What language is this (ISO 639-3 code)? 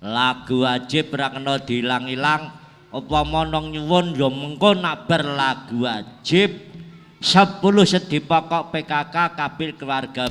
jav